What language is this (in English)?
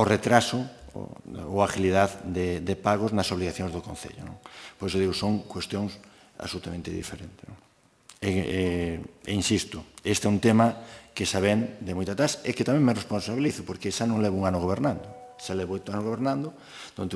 Galician